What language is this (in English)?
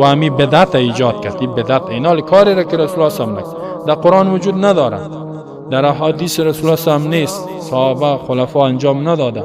Persian